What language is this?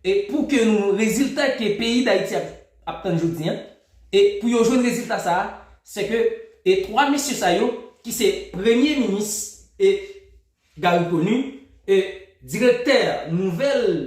Haitian Creole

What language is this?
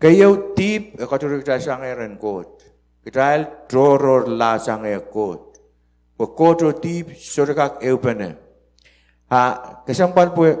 Pohnpeian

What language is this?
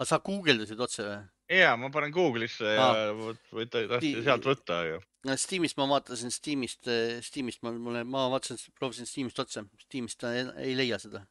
Estonian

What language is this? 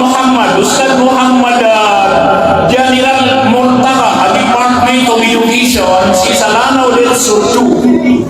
Maranao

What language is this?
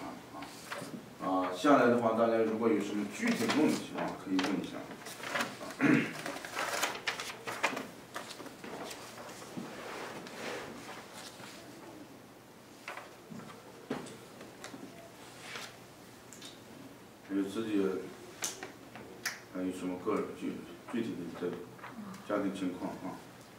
Chinese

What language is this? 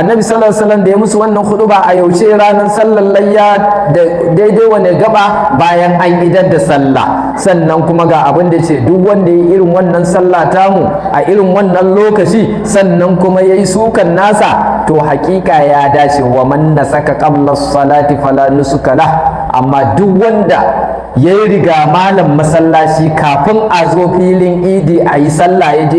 Hausa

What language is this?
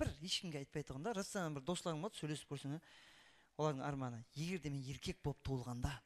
Kara-Kalpak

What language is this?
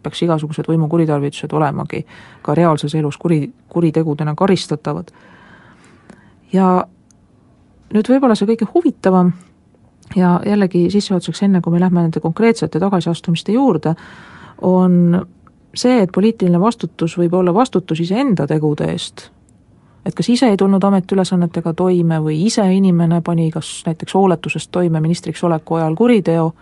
Estonian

